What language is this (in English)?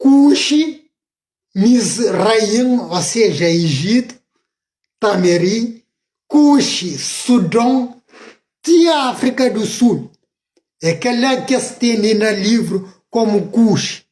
Kabuverdianu